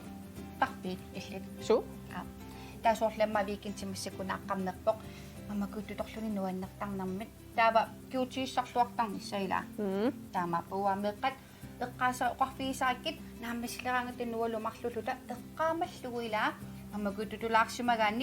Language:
Kalaallisut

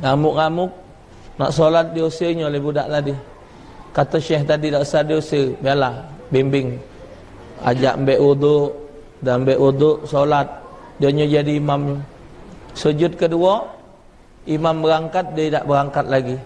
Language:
Musi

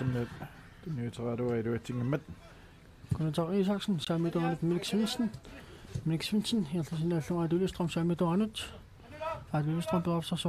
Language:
Kalaallisut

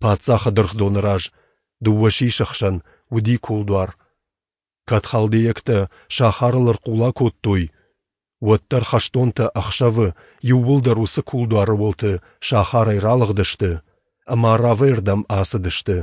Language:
Ossetic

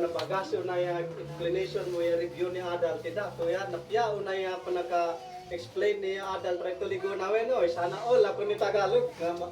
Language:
Isnag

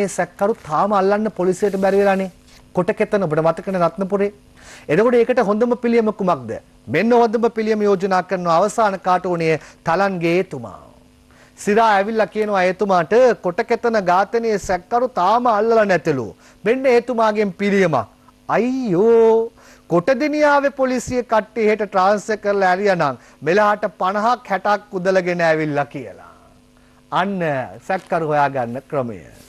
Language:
Sinhala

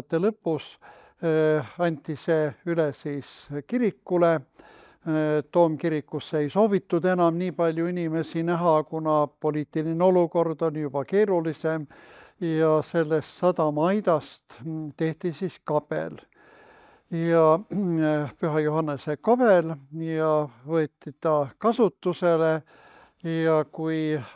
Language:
Estonian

